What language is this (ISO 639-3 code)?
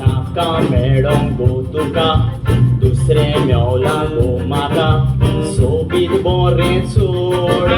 kok